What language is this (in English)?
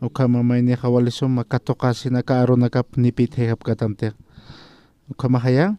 Aymara